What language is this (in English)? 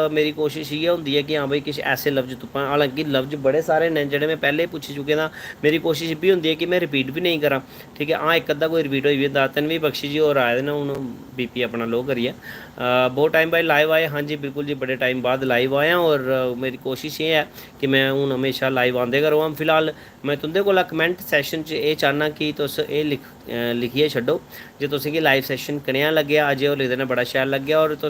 Dogri